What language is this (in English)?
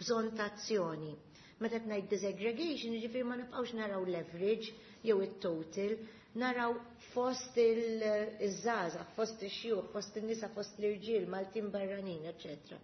Maltese